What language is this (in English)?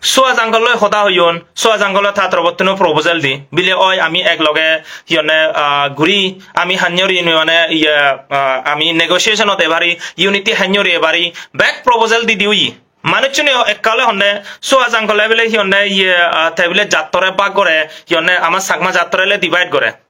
Chakma